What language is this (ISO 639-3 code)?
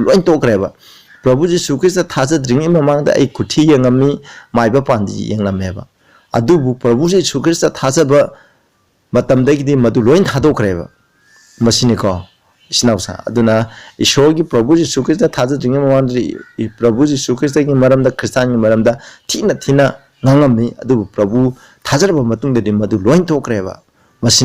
mni